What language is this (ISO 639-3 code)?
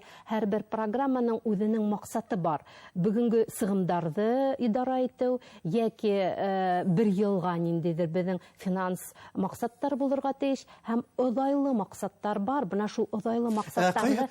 bak